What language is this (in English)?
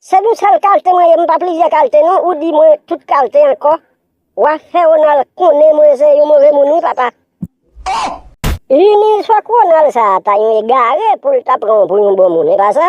Haitian Creole